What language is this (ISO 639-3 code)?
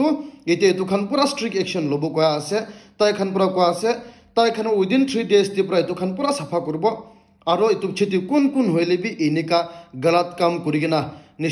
nag